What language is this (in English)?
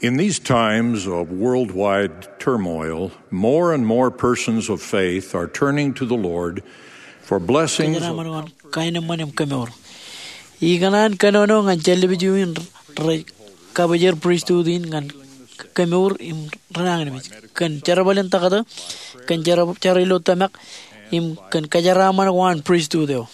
Marshallese